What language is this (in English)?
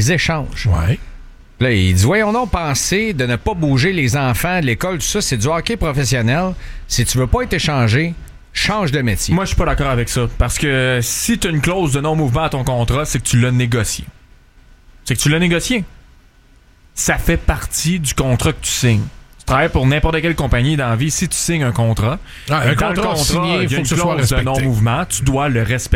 French